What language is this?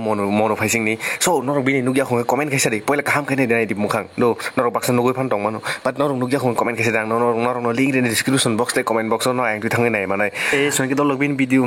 Kok Borok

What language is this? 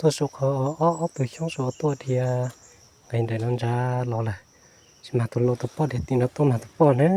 Hmong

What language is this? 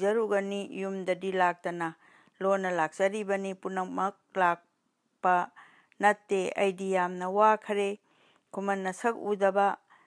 Manipuri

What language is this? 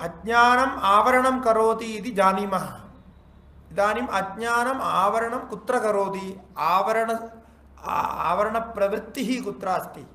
Sanskrit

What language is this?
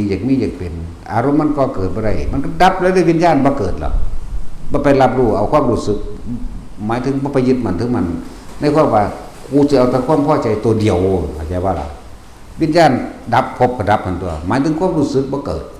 Northeastern Thai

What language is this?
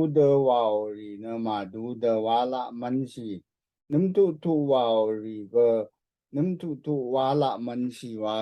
Rawang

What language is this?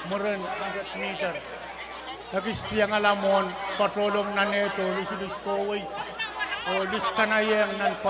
Pohnpeian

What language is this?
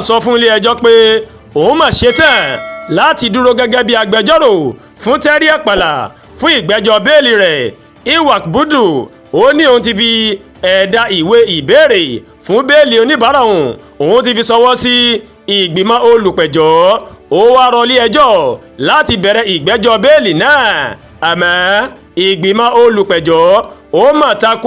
Yoruba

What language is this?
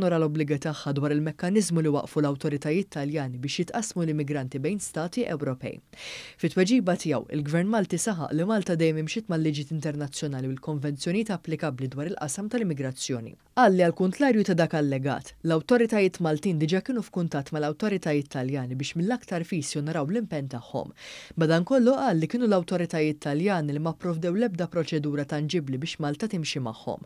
Maltese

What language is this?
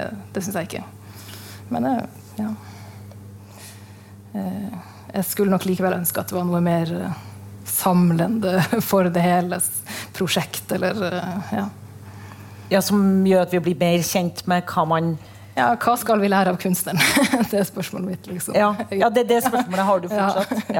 Norwegian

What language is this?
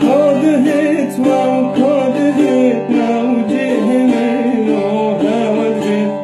Kurdish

